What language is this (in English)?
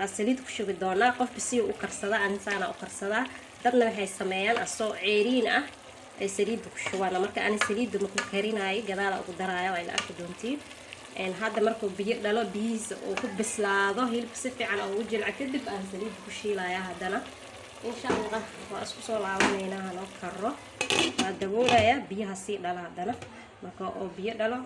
Somali